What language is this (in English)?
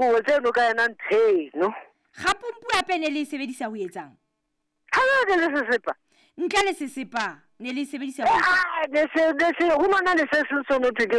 Southern Sotho